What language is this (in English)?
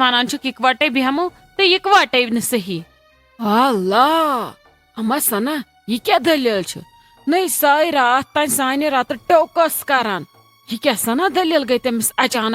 Kashmiri